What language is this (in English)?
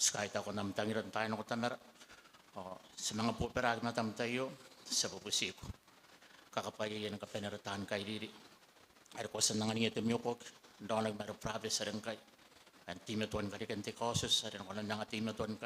Gilbertese